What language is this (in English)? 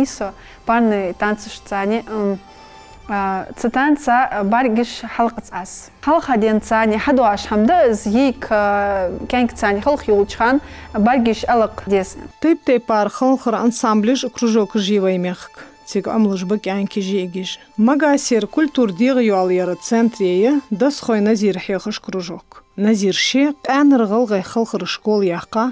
Ingush